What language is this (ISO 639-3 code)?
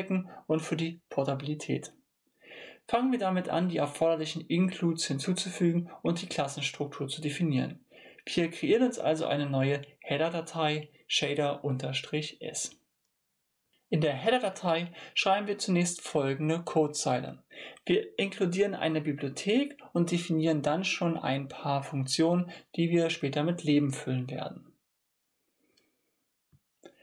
deu